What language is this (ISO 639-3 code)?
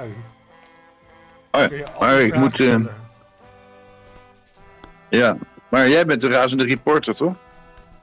nld